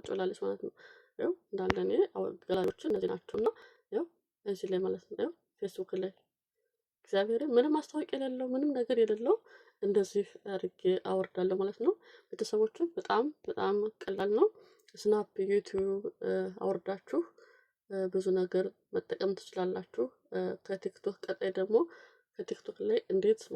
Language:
Amharic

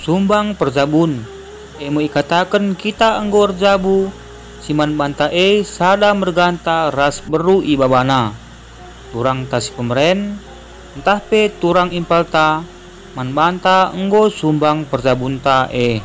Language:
Batak Karo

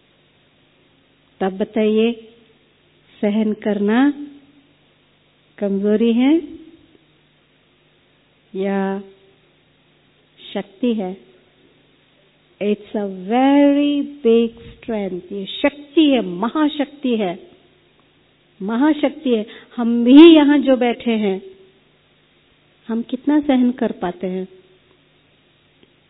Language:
Hindi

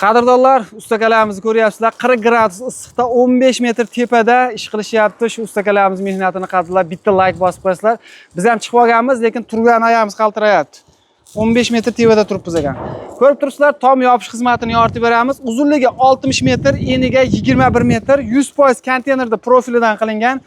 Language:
Uzbek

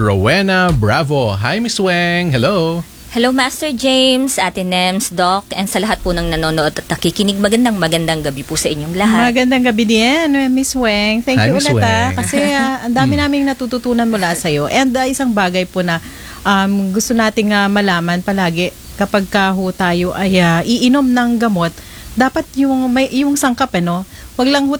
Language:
Filipino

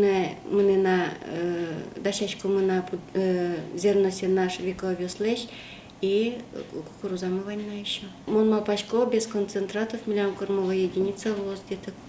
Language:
Udmurt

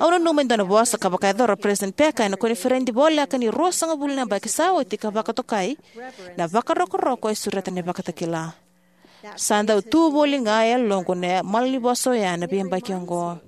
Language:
Fijian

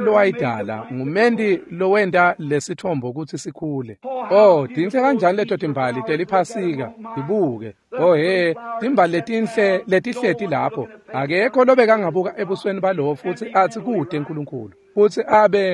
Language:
Swati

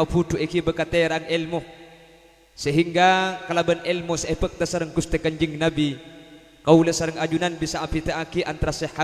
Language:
Madurese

